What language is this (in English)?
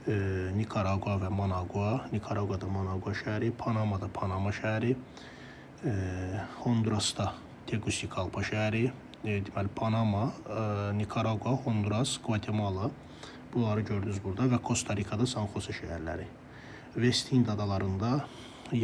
Azerbaijani